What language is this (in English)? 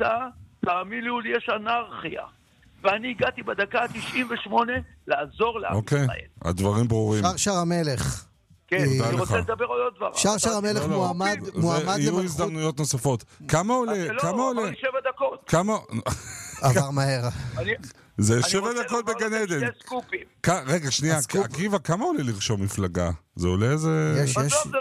Hebrew